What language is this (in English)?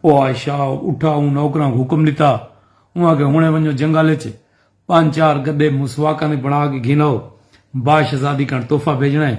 Saraiki